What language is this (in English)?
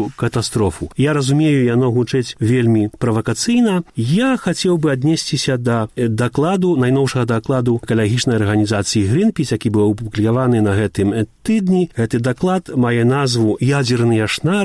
Belarusian